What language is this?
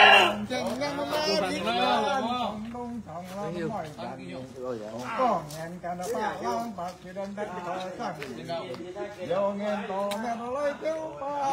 Vietnamese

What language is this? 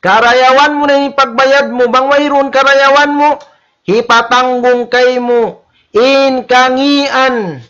Tausug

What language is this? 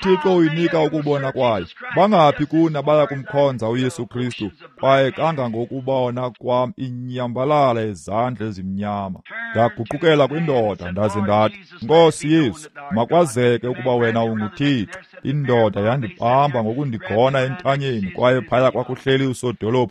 Xhosa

